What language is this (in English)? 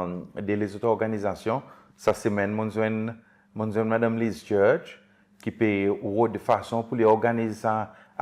Seselwa Creole French